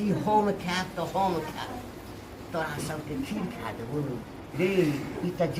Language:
Maithili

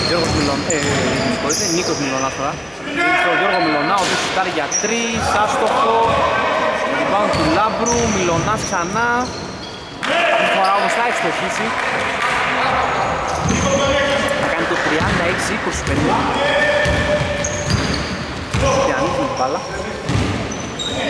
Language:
Greek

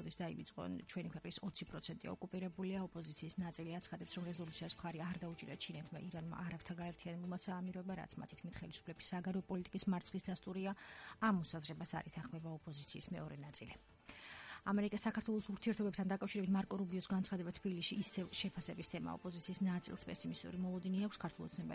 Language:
Georgian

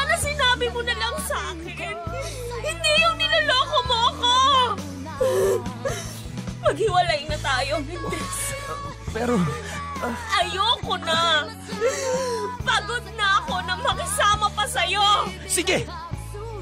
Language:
Filipino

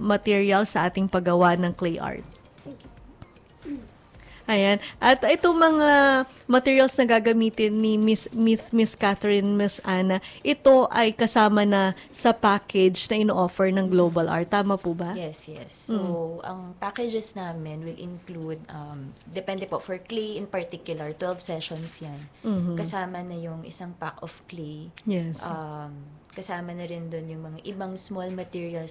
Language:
Filipino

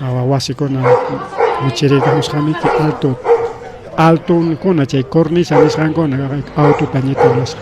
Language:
Ayacucho Quechua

